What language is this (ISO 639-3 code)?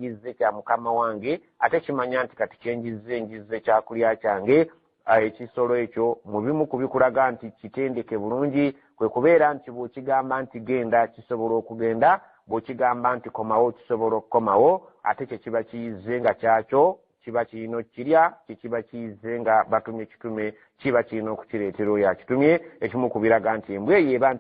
lug